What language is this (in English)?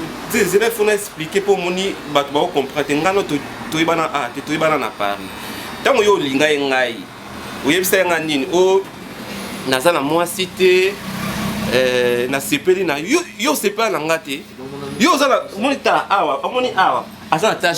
Lingala